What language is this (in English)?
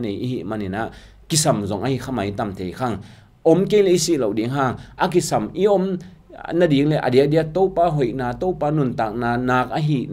Tedim Chin